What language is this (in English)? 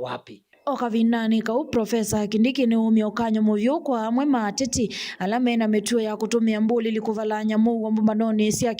Kamba